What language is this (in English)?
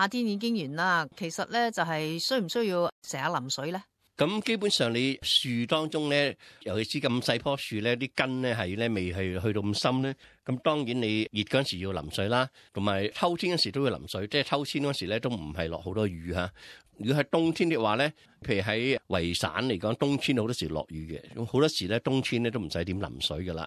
Cantonese